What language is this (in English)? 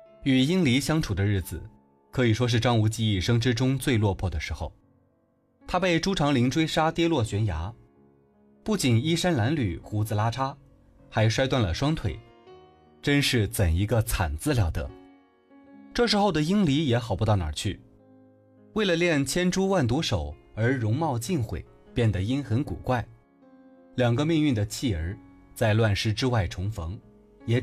Chinese